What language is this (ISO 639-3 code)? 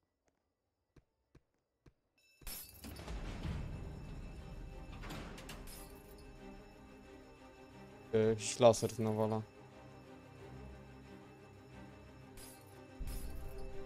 pol